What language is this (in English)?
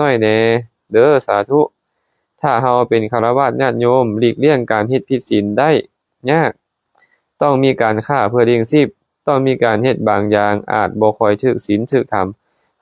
Lao